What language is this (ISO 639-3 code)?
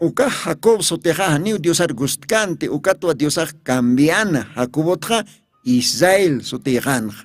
aym